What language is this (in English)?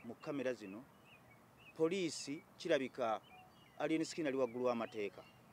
Ganda